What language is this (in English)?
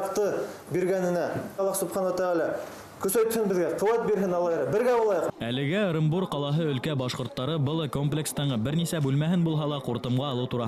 Bashkir